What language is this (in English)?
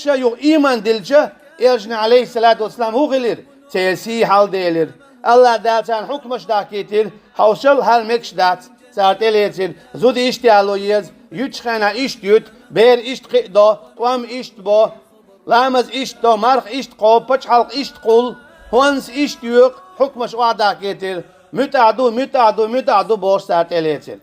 Chechen